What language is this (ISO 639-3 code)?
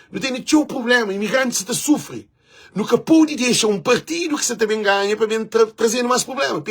kea